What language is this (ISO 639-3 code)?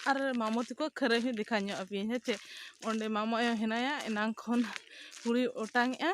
sat